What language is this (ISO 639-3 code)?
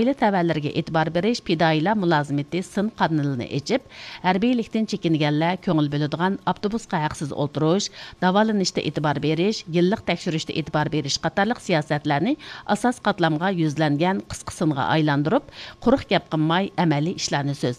uig